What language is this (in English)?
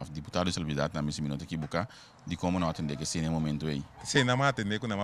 Portuguese